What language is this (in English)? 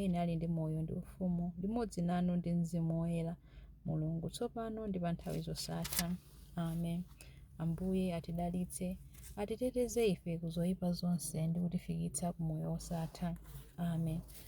Nyanja